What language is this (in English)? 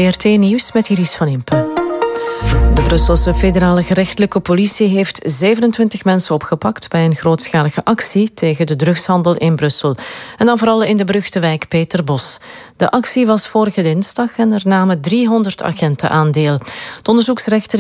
Dutch